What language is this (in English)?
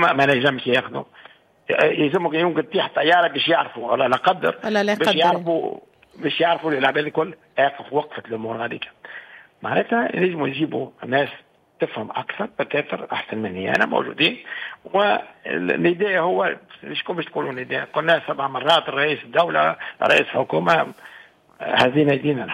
Tunisian Arabic